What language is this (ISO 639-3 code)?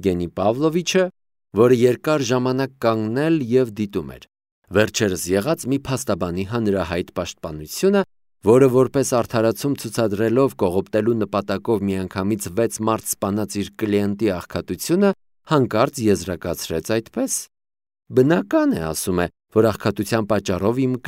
hye